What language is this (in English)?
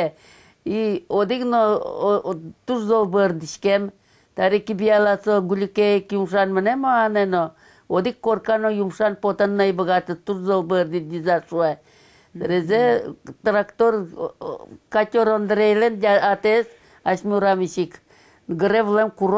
Udmurt